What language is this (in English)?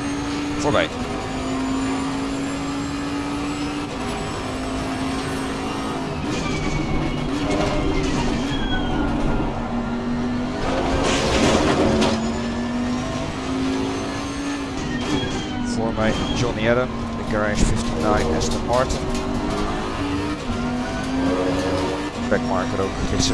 Dutch